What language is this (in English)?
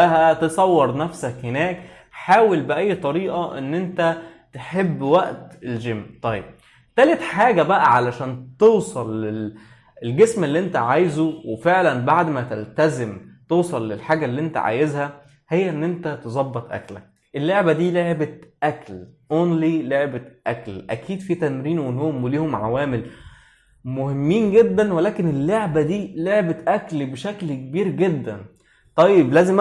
Egyptian Arabic